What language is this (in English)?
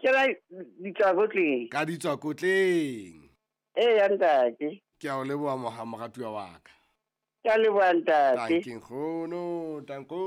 Southern Sotho